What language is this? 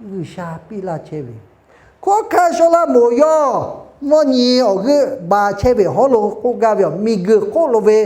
Lahu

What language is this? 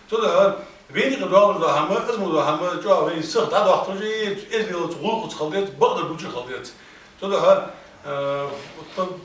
Ingush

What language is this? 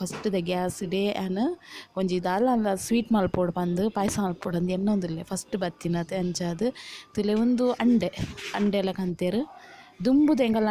Tulu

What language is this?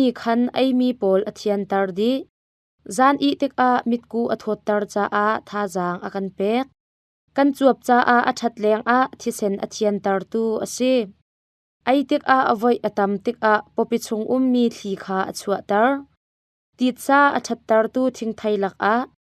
Hakha Chin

